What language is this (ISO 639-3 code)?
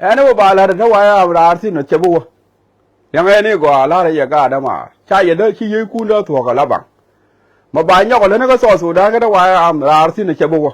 nus